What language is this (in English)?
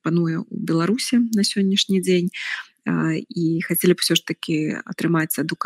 Belarusian